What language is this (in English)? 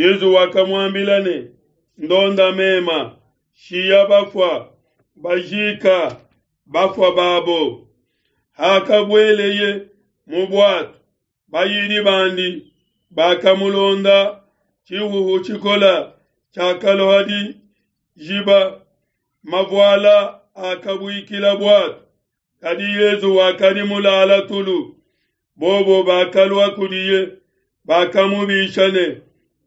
Luba-Lulua